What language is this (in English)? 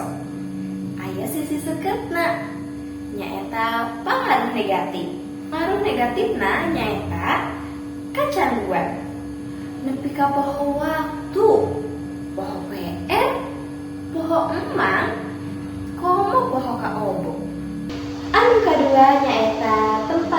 Sundanese